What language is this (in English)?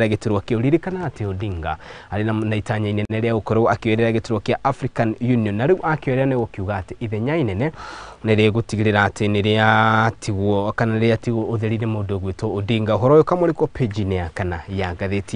Kikuyu